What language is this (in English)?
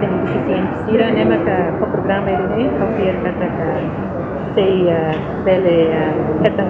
Tetum